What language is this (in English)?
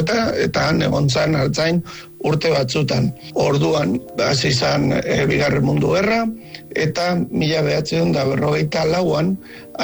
Basque